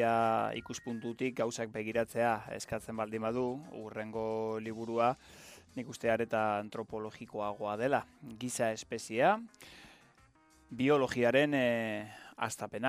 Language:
Basque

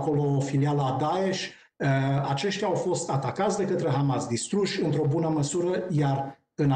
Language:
Romanian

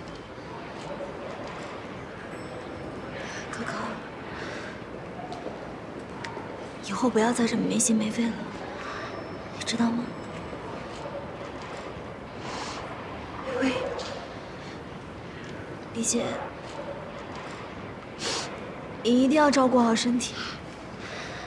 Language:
Chinese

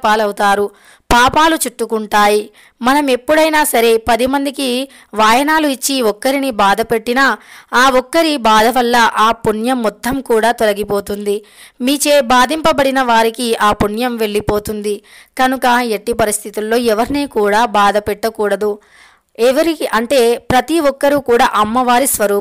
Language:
Telugu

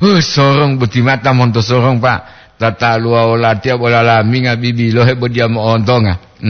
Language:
Gorontalo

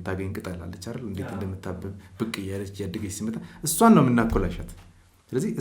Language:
Amharic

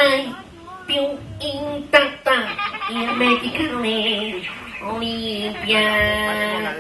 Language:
Neapolitan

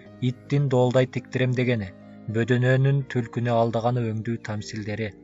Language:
Kyrgyz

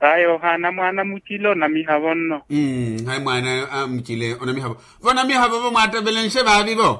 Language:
Makhuwa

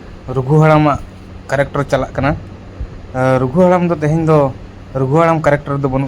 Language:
Santali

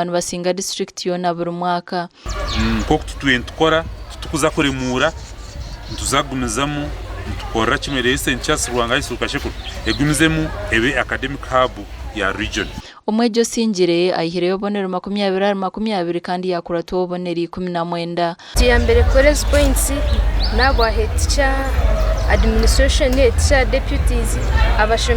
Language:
Nyankole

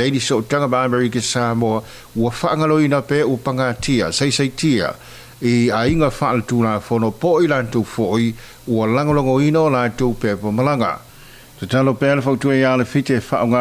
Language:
Samoan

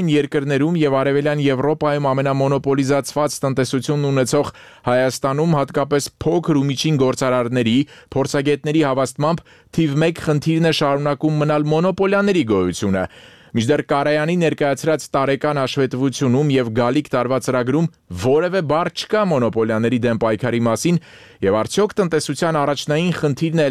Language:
Armenian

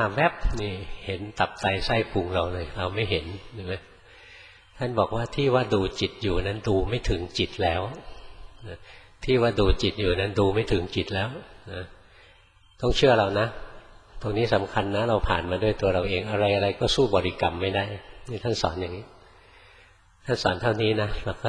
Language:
Thai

